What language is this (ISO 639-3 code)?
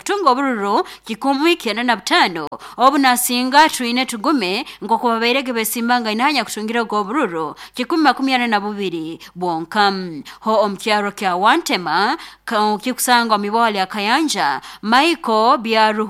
nyo